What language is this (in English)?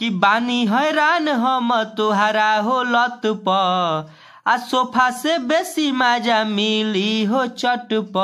Bhojpuri